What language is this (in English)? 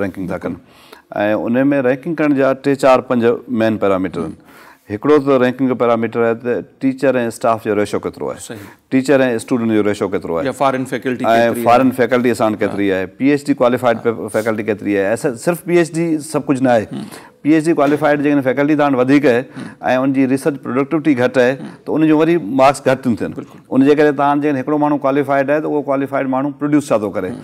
Sindhi